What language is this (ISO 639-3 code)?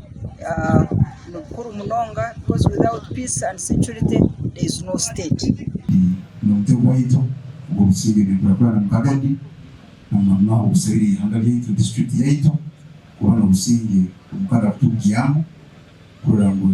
nyn